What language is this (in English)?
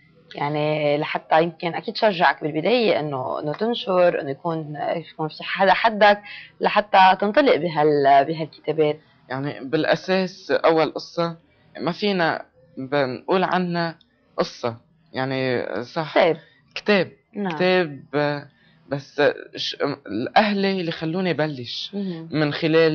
North Levantine Arabic